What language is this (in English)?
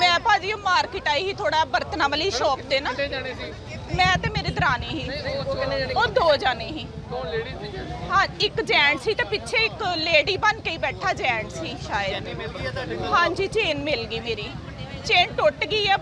Punjabi